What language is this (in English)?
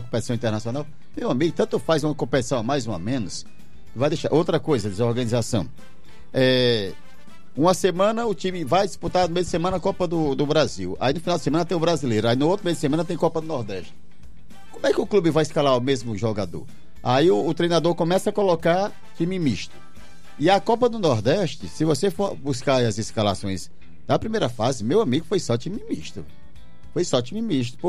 Portuguese